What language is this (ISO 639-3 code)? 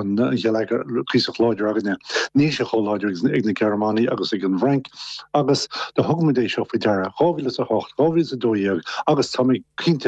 gle